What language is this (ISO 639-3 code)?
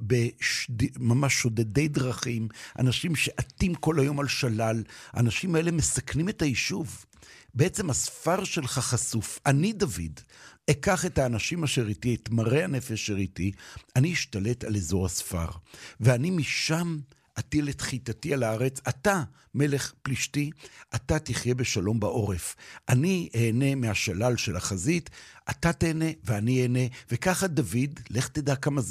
heb